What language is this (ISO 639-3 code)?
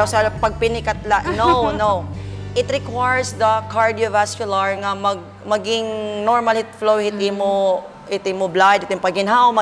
war